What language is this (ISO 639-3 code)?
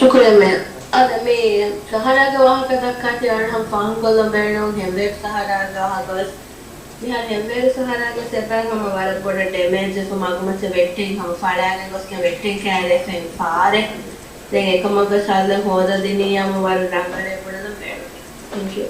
div